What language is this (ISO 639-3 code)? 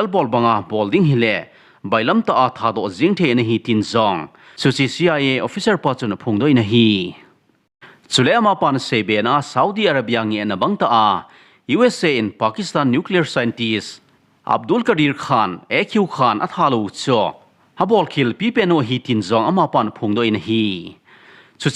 tcz